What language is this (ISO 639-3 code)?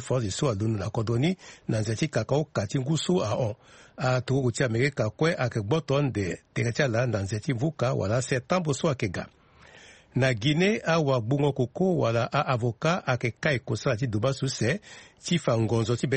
sag